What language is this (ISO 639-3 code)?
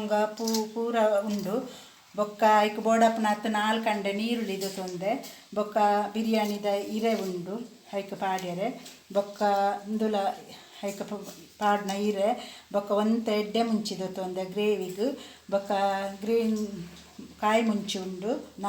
tcy